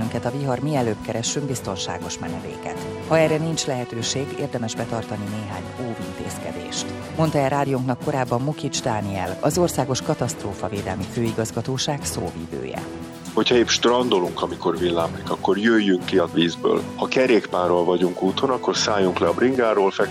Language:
Hungarian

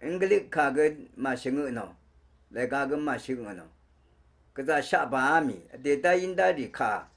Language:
Rawang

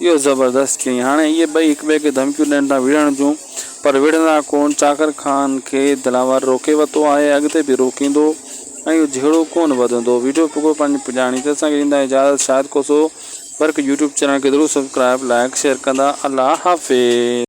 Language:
Sindhi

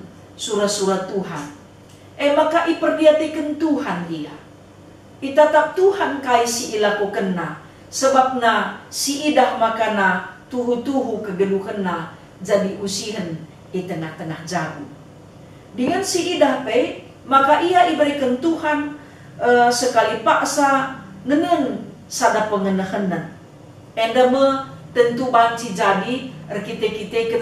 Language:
Batak Karo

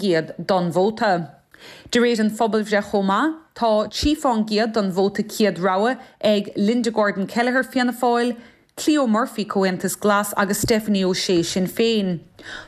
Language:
Irish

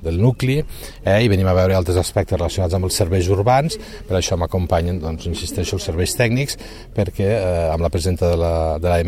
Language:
Catalan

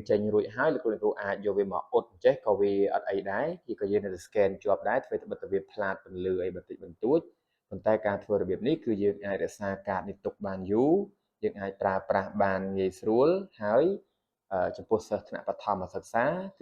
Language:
Khmer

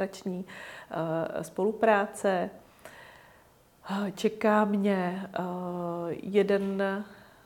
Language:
Czech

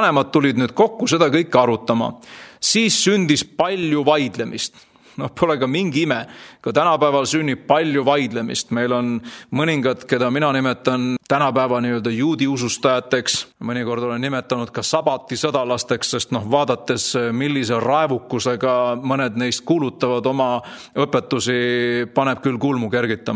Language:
Estonian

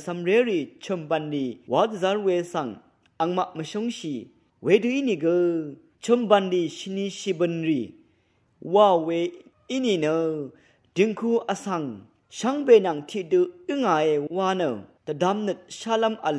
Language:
Rawang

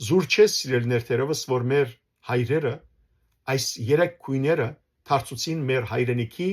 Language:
Western Armenian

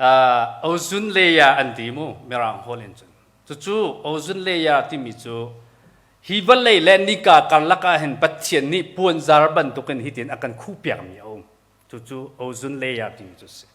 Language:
Hakha Chin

